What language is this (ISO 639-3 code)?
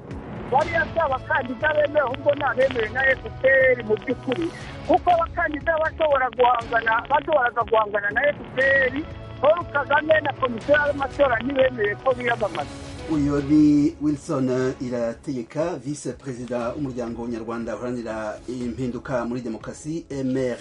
kin